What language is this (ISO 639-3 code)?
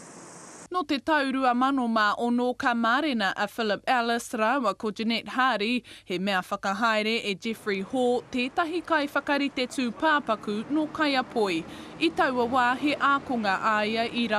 mri